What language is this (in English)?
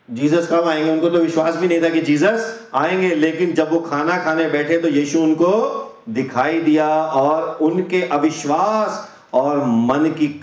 Hindi